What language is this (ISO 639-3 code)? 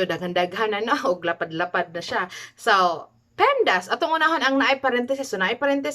ceb